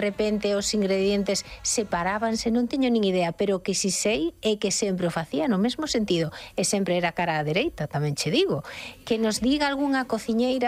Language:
Galician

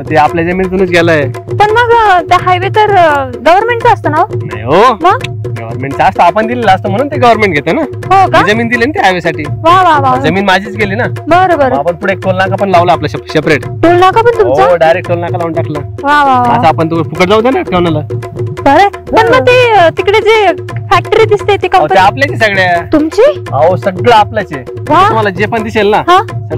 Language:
Marathi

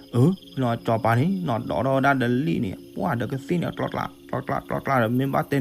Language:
S'gaw Karen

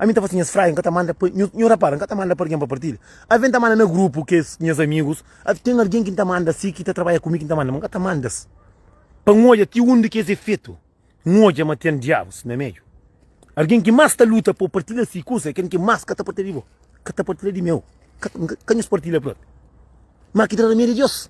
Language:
Kabuverdianu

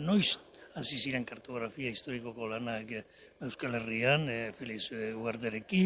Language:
Basque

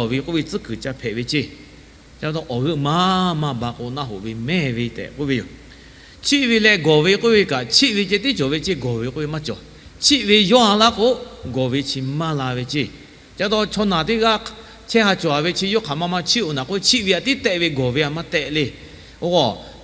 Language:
Lahu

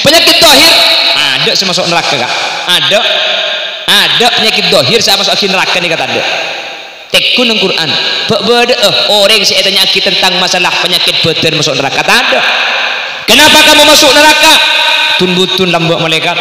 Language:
Madurese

